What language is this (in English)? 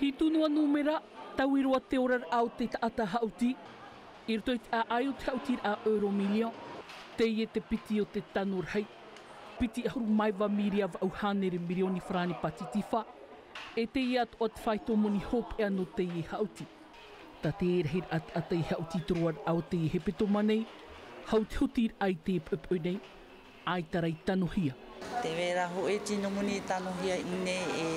Tahitian